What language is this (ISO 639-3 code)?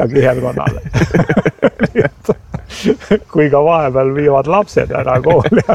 est